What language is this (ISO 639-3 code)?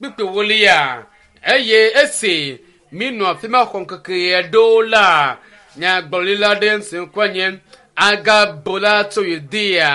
ewe